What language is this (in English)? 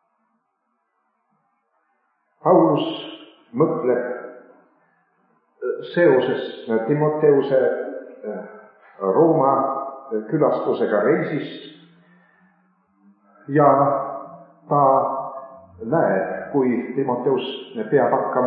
Estonian